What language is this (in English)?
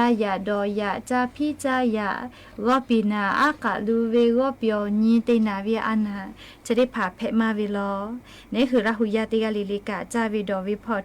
Lahu